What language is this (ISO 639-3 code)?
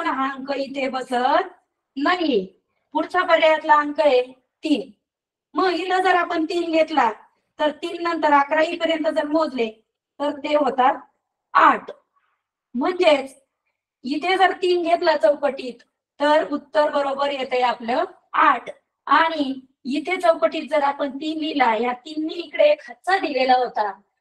mar